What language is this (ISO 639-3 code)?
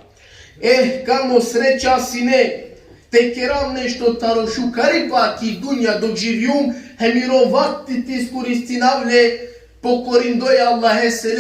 rmn